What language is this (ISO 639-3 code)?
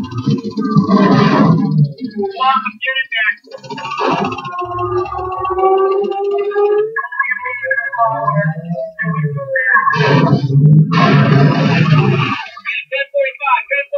eng